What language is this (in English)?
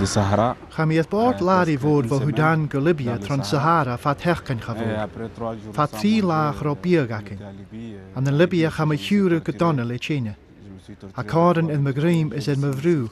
Scottish Gaelic